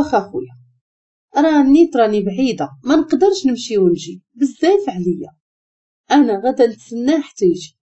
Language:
Moroccan Arabic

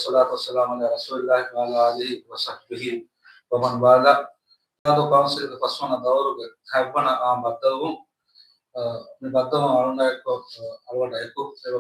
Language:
Divehi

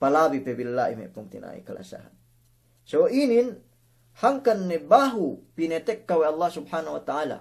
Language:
Yakan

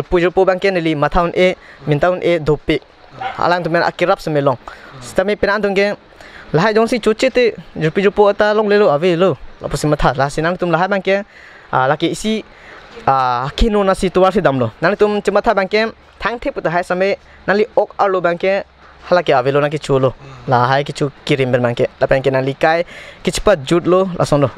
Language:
Karbi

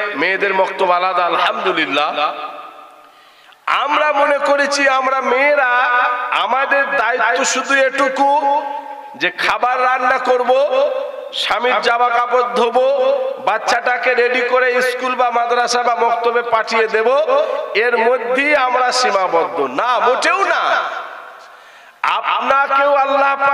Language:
Bangla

